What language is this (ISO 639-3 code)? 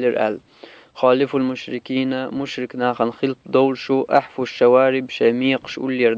che